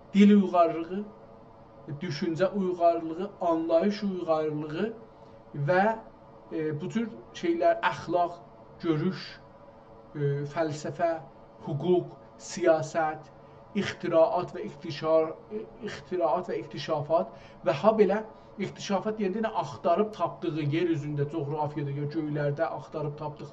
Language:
South Azerbaijani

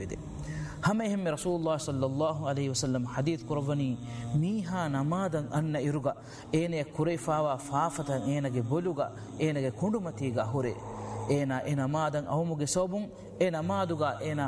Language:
Divehi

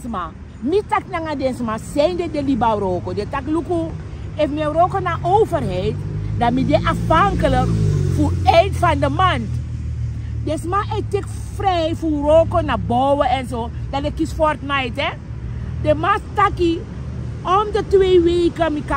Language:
Sranan Tongo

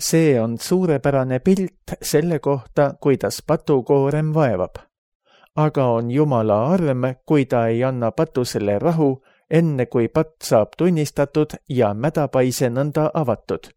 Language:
Estonian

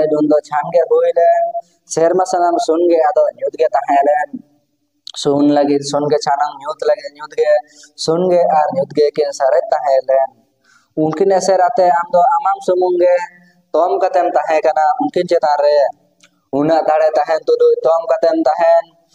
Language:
Santali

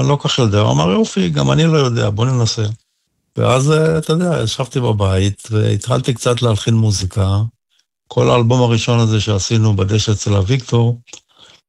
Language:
Hebrew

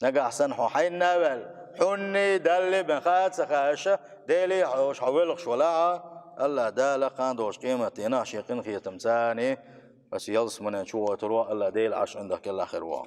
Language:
Chechen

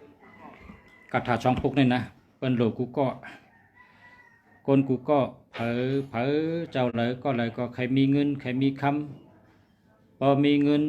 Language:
Shan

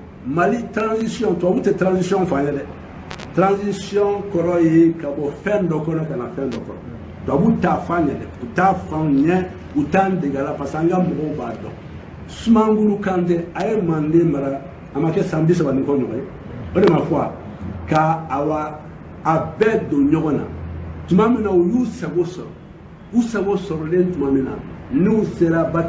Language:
Bambara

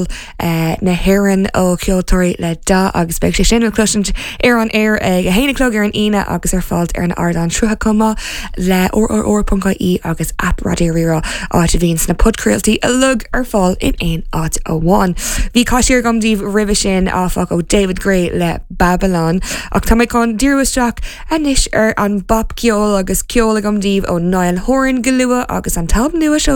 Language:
Irish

